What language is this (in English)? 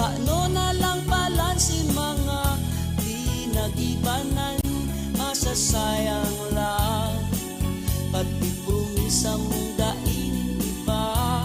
Bikol